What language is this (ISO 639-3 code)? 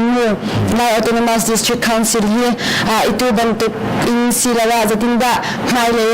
cnh